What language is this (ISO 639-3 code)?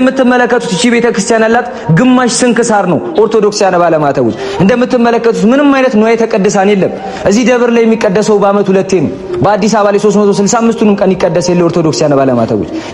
amh